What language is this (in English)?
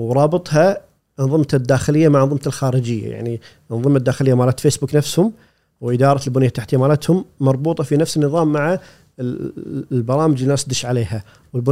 Gulf Arabic